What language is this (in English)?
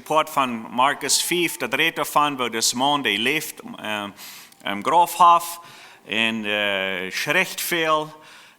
Plautdietsch